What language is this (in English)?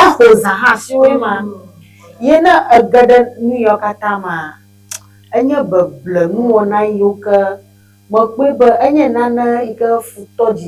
Ewe